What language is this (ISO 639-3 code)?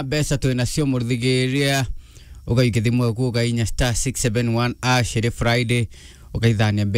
mer